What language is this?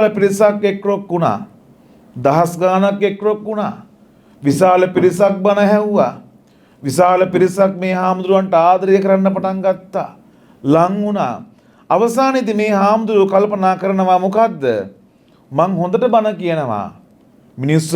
Sinhala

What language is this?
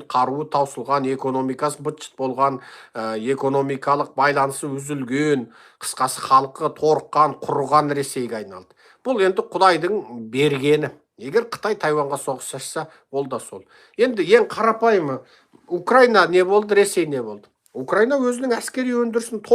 Kazakh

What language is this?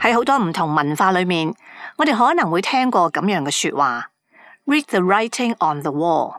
Cantonese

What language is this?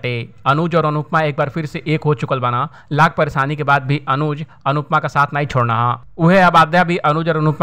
Bhojpuri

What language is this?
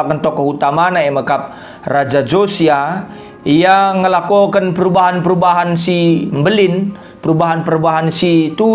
Batak Karo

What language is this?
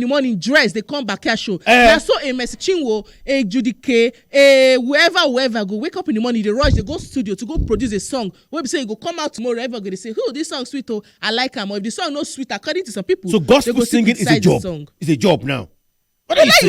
Nigerian Pidgin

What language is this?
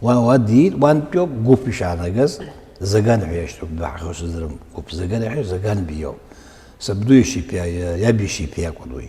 Abkhazian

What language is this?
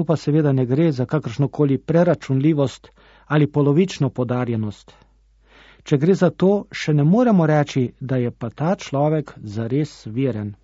Slovenian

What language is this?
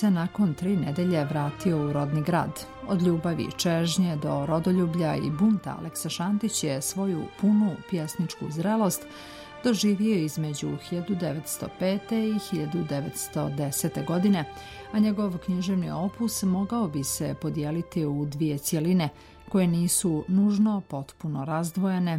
Bosnian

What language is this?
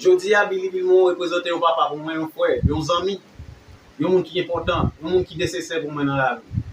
Haitian Creole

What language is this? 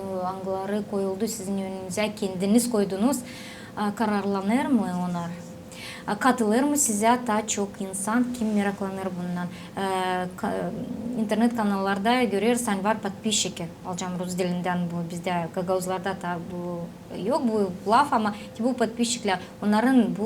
Gagauz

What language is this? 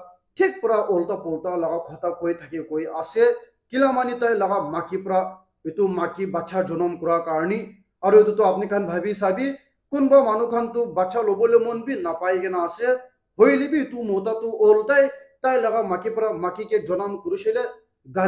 Naga Pidgin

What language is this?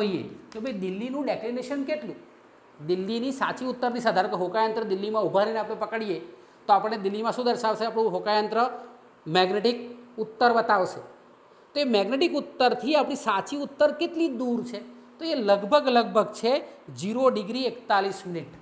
Gujarati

